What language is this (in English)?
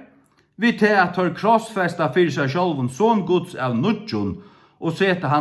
Faroese